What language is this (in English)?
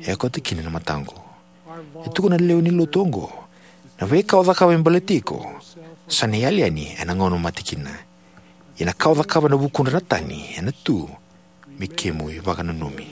Fijian